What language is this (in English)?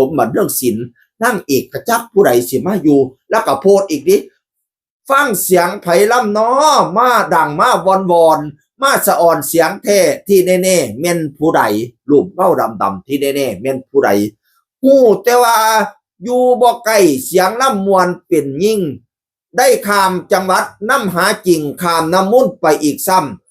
Northeastern Thai